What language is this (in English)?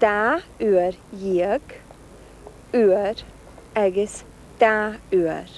Scottish Gaelic